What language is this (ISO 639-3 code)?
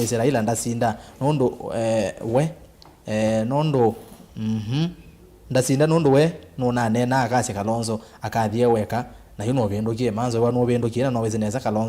kam